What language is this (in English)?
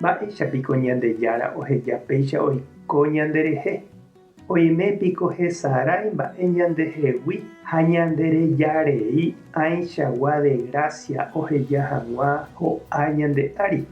Guarani